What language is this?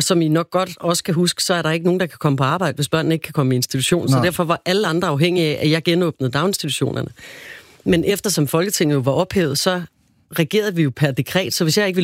Danish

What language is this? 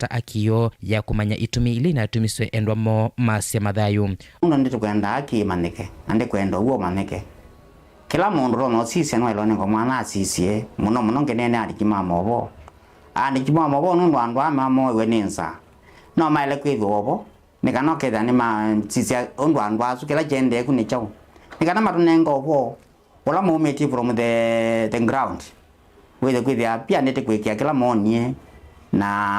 Kamba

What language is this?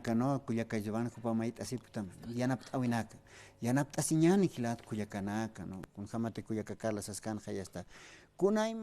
Aymara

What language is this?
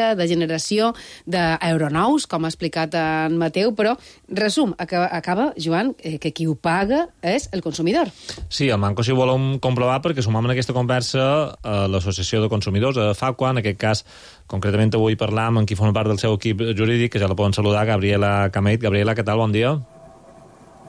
Catalan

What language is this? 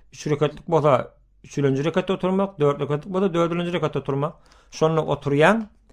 Turkmen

